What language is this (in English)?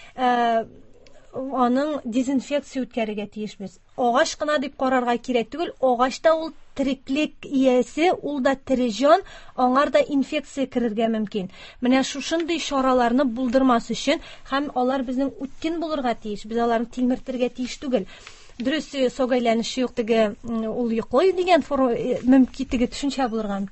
Tatar